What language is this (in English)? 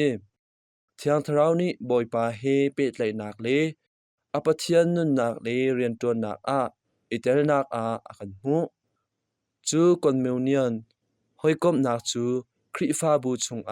Hakha Chin